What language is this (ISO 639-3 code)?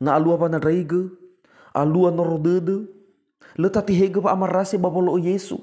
nia